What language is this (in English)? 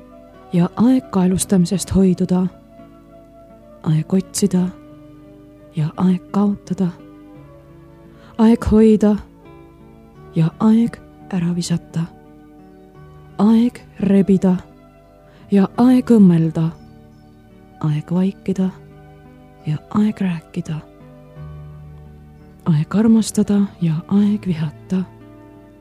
Estonian